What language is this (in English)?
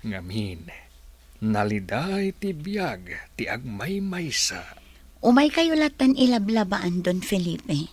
Iloko